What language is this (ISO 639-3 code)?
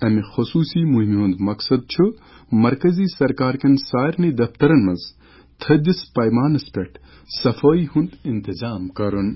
kas